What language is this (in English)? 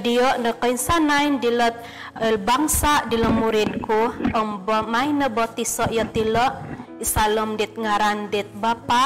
Central Dusun